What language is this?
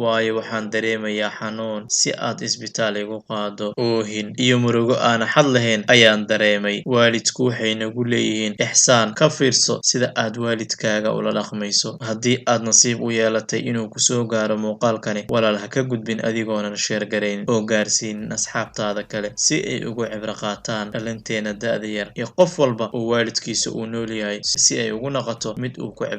Somali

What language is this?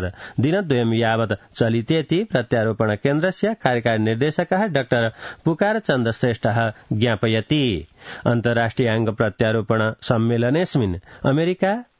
Sanskrit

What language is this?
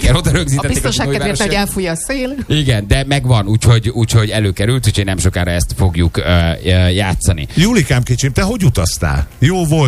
Hungarian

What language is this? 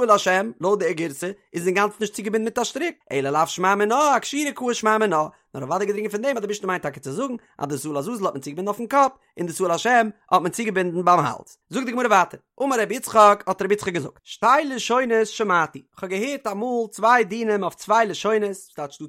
Yiddish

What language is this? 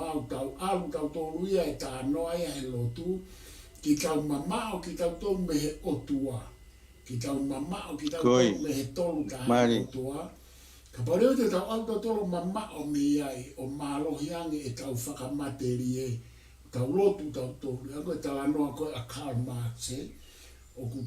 Tongan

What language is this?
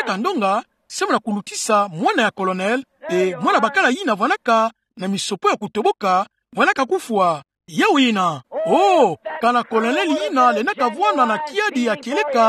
Kituba (Democratic Republic of Congo)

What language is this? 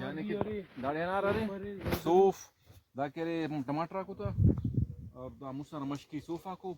Brahui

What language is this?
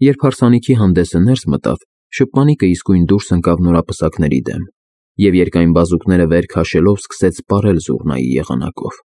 Armenian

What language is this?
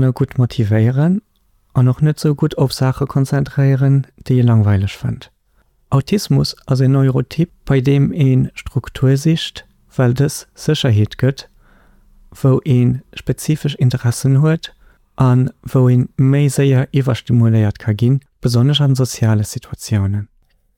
Luxembourgish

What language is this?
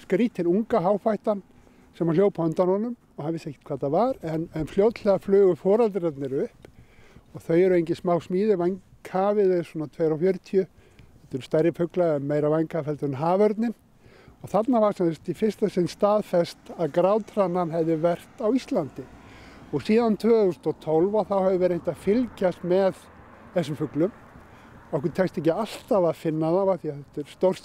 Icelandic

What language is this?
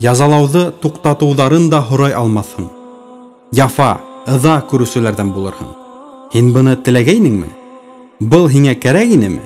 Bashkir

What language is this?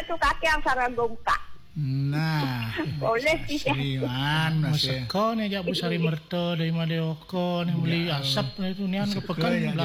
Balinese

